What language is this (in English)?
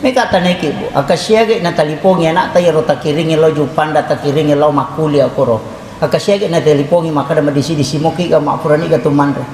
Buginese